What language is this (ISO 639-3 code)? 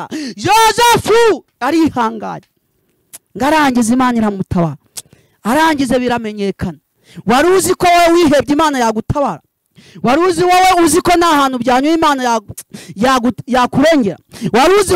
kin